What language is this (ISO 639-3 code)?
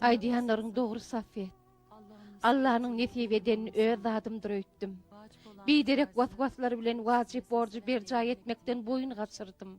tuk